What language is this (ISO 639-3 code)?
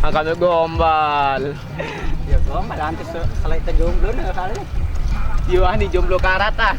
sas